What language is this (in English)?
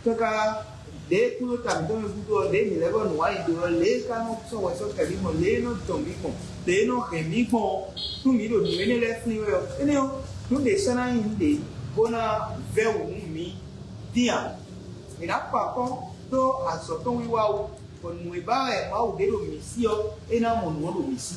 Fon